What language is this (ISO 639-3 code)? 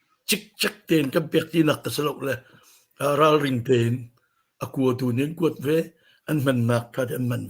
cnh